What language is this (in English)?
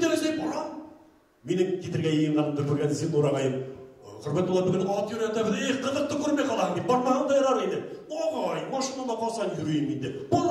Bashkir